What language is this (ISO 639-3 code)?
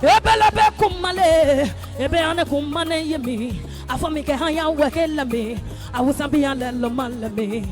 ada